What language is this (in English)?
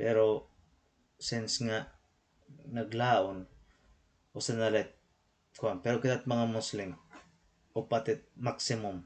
Waray